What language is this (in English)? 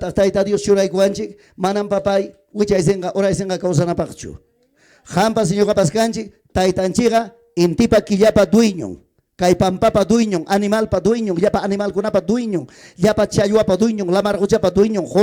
Ayacucho Quechua